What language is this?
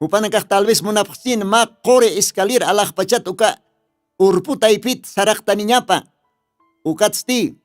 Aymara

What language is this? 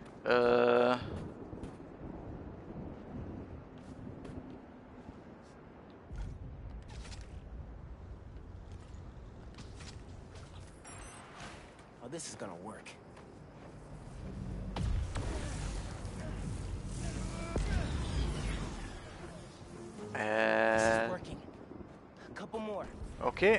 Hungarian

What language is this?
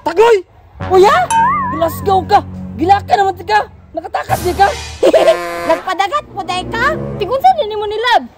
Cebuano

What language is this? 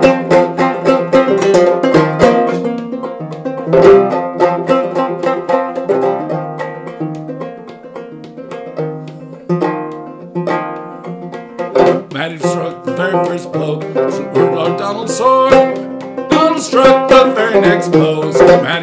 English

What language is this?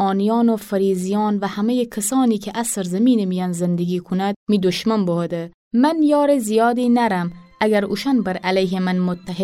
Gilaki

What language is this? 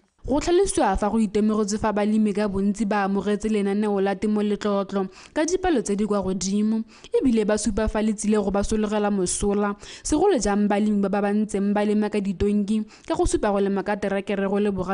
Tswana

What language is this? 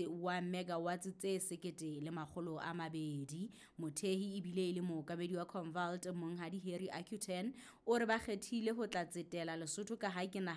Southern Sotho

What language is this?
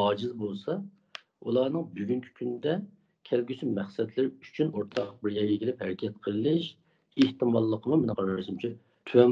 Uyghur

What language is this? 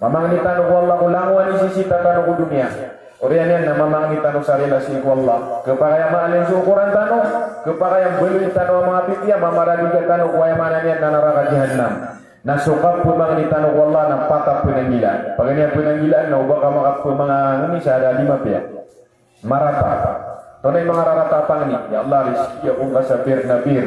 Maranao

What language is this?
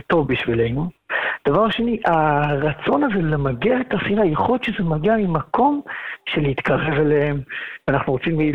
Hebrew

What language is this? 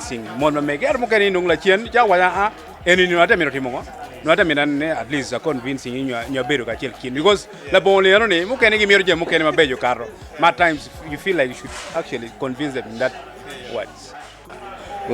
Acoli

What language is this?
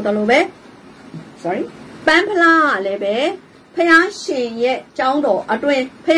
Burmese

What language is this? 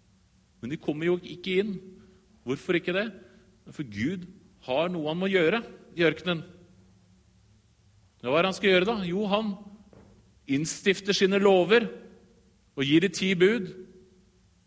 Norwegian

